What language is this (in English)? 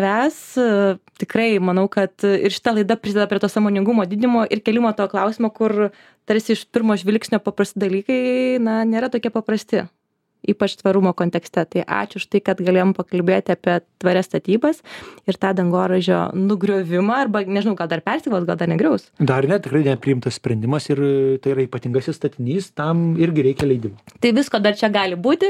Lithuanian